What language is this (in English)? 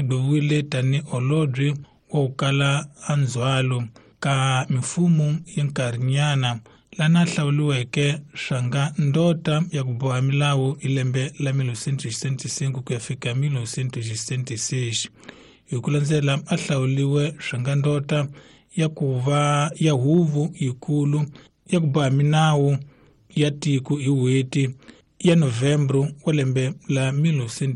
Tsonga